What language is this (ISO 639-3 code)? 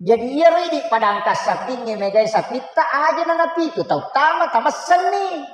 bug